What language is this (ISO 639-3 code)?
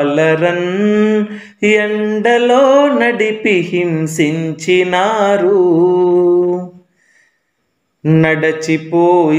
tel